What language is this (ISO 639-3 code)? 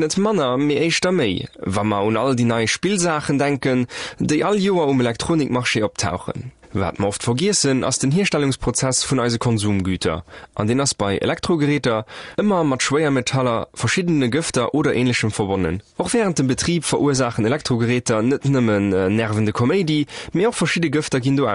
ltz